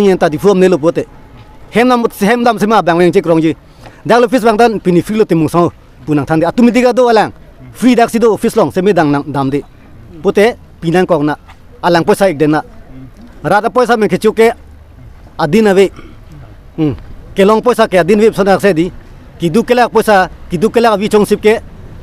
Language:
Karbi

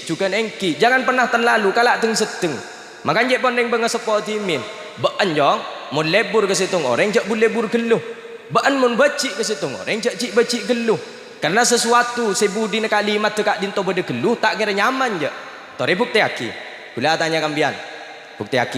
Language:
Madurese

